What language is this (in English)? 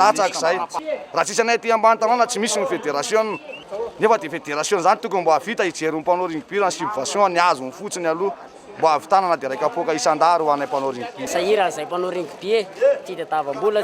Malagasy